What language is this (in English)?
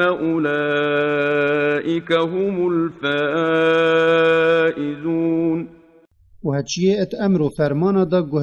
Kurdish